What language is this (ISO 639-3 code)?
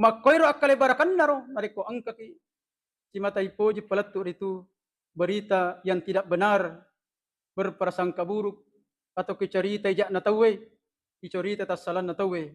bug